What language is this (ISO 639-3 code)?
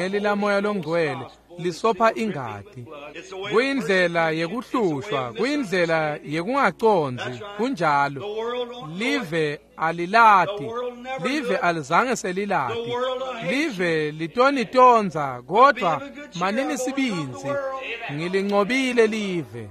ssw